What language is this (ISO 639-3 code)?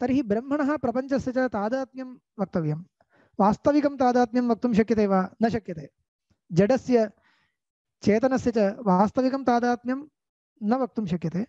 san